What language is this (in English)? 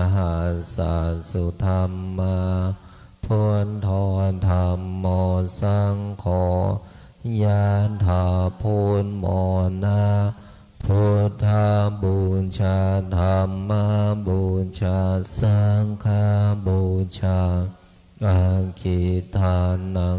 Pali